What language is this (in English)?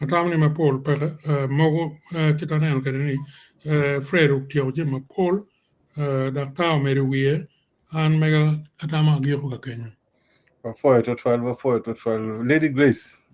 Acoli